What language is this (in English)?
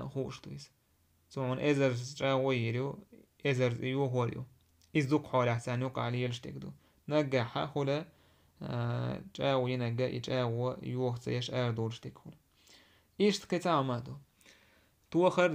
Chechen